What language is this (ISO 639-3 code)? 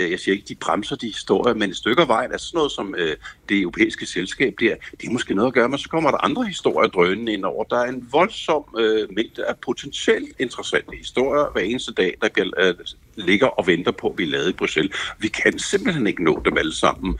dan